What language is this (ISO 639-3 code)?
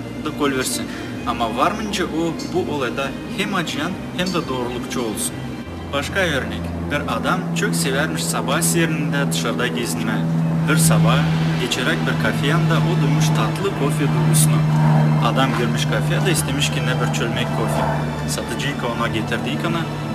gag